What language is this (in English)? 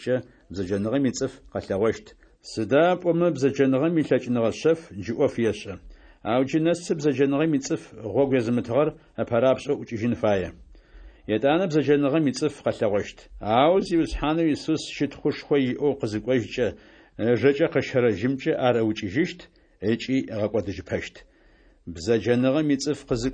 Adyghe